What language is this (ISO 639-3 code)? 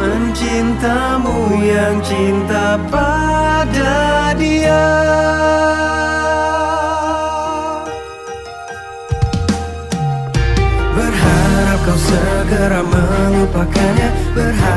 ind